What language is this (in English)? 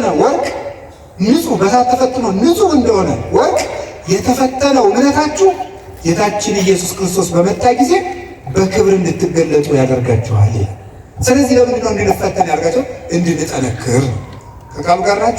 Amharic